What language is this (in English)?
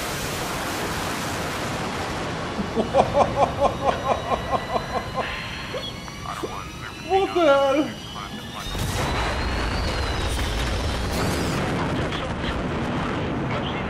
German